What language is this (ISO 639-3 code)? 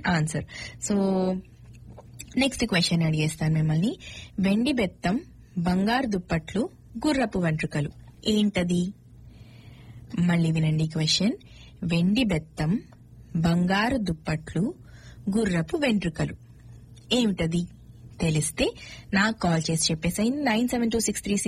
tel